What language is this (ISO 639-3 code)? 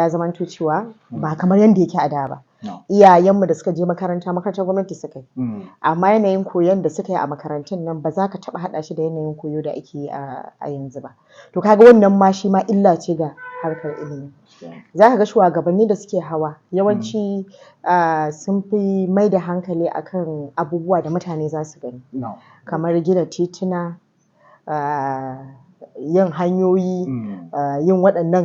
hau